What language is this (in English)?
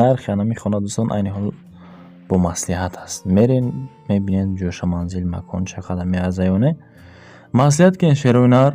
Tajik